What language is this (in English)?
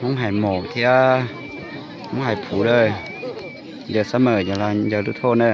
Hmong